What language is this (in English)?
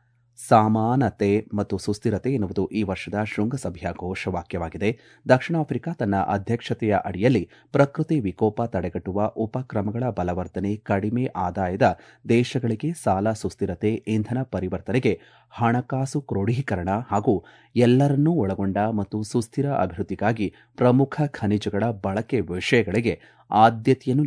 Kannada